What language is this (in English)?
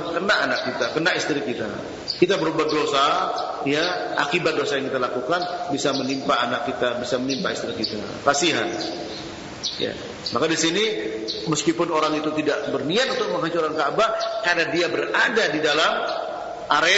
Indonesian